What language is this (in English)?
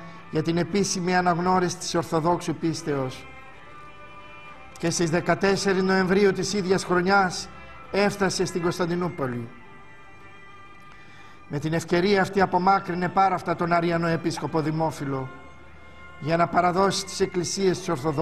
Greek